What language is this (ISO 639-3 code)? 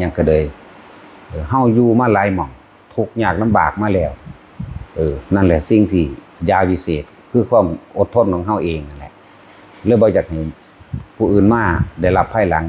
lao